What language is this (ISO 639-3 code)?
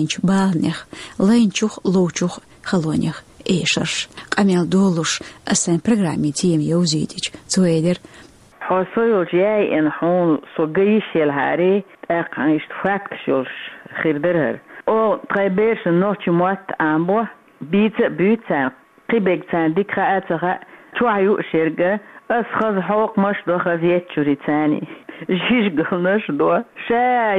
che